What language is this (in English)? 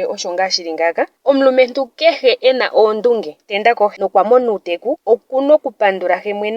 Ndonga